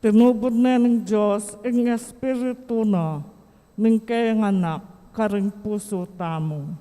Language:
Pampanga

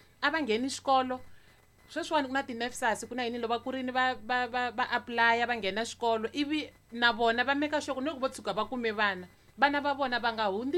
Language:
Tsonga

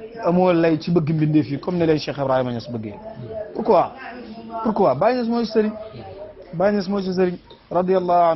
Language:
Wolof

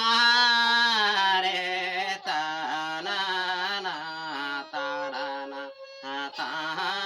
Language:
Santali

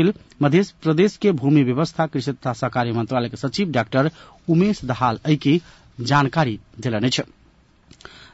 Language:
Maithili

